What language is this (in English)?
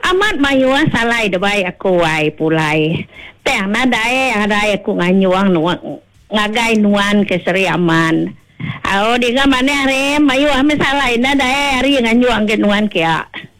Iban